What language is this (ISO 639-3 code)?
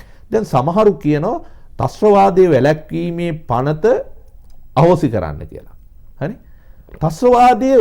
sin